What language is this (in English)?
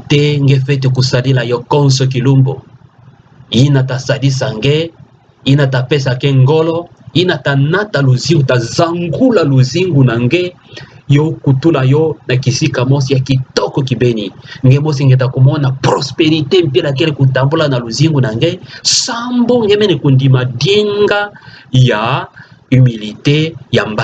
Kituba (Democratic Republic of Congo)